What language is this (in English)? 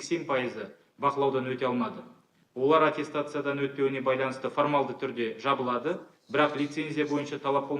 Kazakh